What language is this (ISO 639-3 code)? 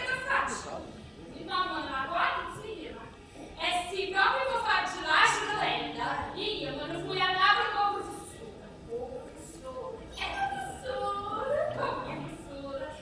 nap